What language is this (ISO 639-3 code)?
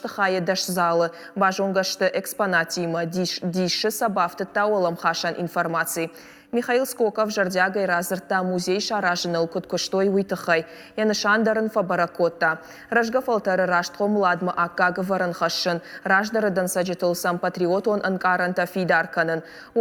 oss